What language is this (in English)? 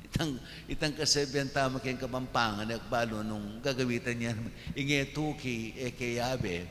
Pampanga